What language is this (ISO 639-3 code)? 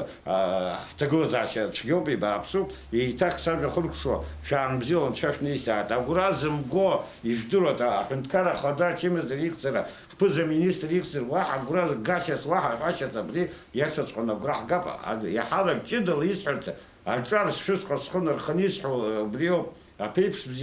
abk